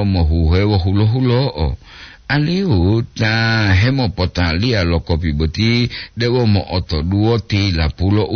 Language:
Gorontalo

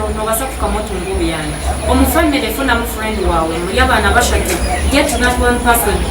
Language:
Nyankole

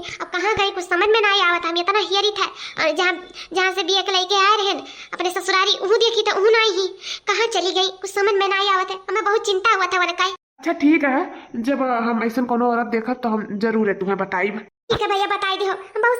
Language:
Awadhi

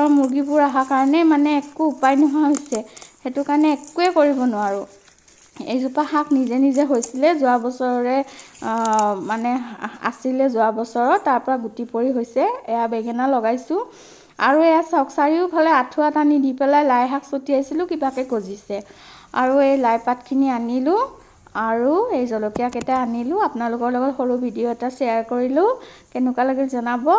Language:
Assamese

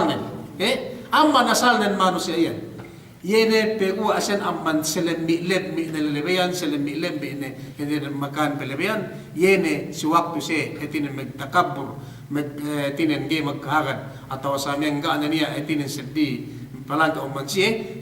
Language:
Yakan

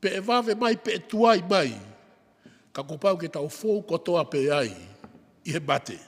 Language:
Tongan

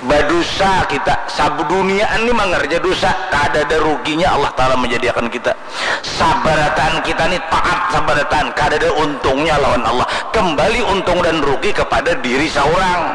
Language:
Banjar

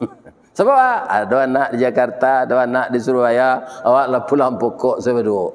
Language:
Minangkabau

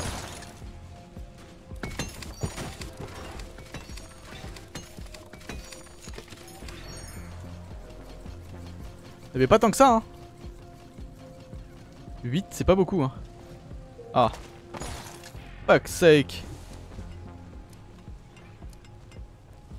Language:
French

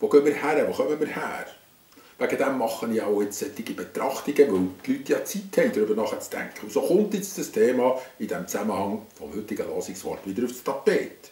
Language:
Swiss German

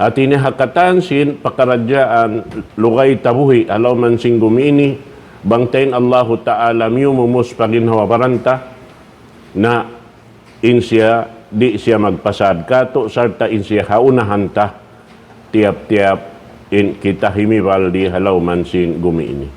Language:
Tausug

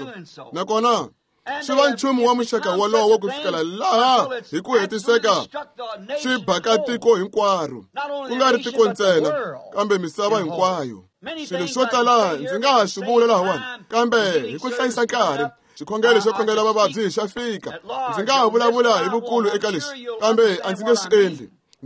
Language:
Tsonga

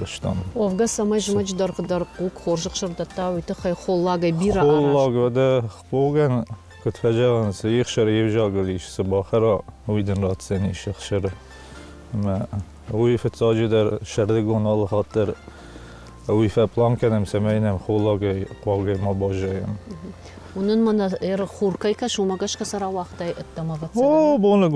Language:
Ossetic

